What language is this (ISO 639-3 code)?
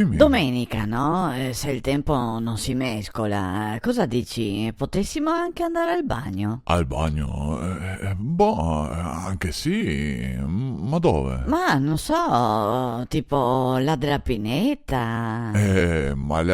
vec